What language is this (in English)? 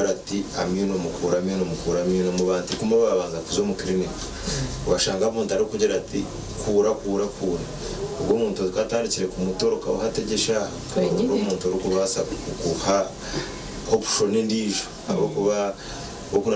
Nyankole